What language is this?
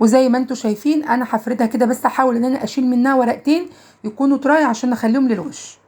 Egyptian Arabic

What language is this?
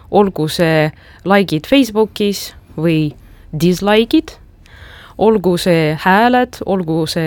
Estonian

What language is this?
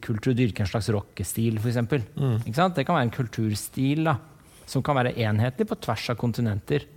Norwegian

